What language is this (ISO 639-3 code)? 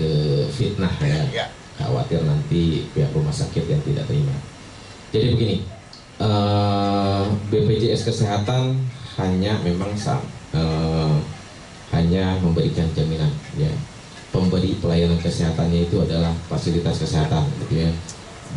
ind